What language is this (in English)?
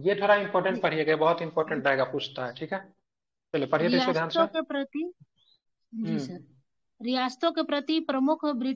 Hindi